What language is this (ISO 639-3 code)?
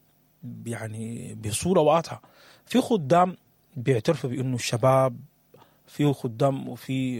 apd